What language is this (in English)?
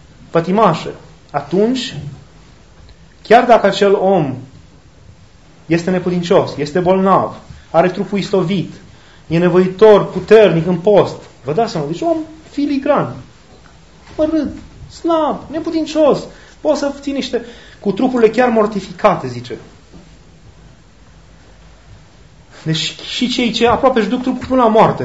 Romanian